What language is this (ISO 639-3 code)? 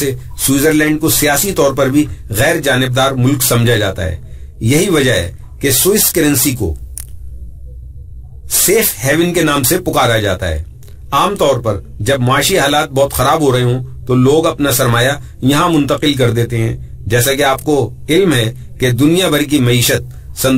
urd